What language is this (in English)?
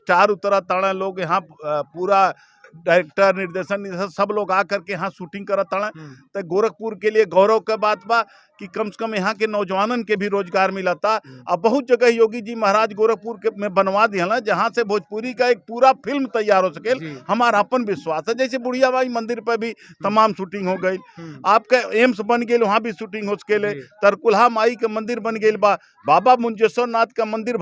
Bhojpuri